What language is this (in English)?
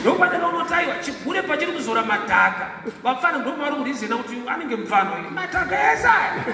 Shona